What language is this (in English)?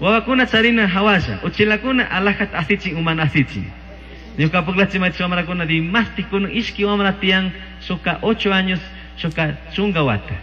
Chimborazo Highland Quichua